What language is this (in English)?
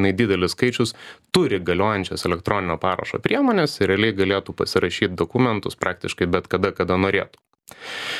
Lithuanian